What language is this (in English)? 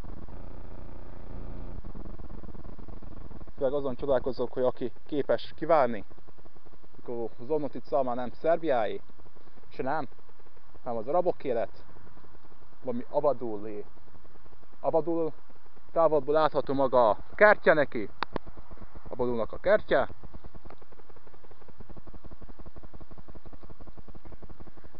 Hungarian